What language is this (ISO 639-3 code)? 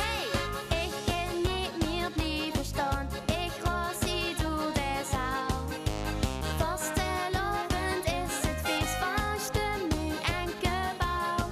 lim